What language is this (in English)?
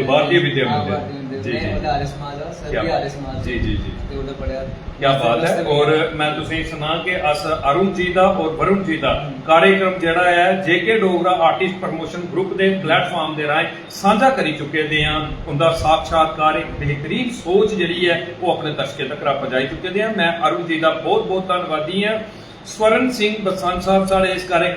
Dogri